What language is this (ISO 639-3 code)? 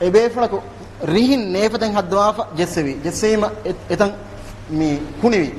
div